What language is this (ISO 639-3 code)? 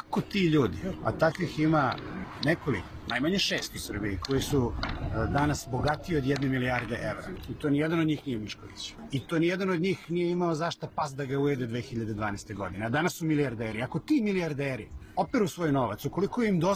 srp